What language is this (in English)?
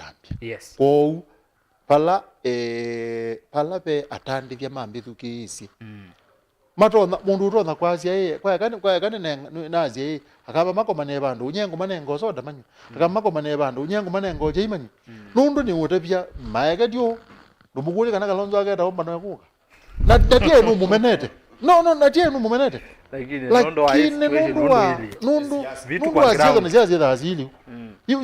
Kamba